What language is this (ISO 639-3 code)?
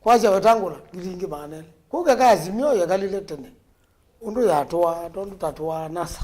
kam